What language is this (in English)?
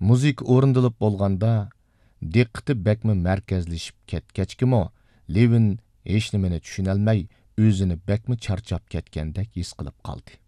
Uyghur